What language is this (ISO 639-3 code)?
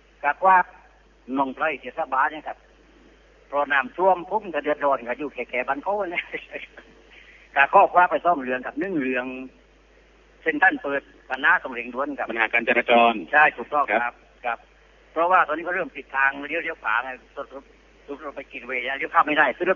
tha